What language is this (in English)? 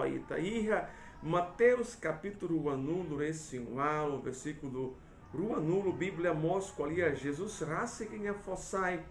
Tetum